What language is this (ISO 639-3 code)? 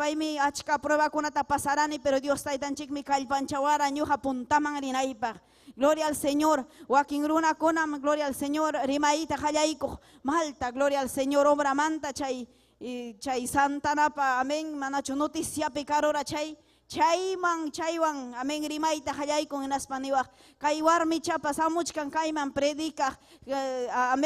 quy